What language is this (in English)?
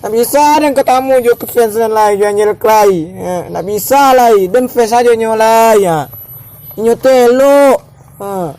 Minangkabau